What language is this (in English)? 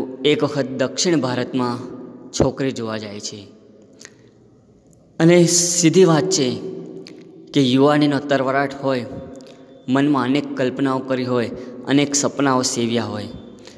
Gujarati